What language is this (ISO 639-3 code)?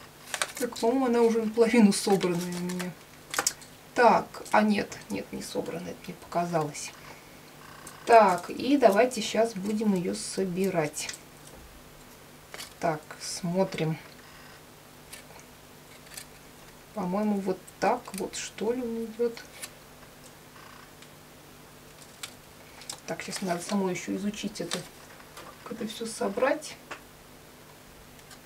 rus